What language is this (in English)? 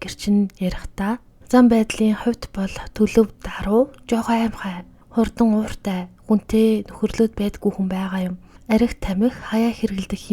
Mongolian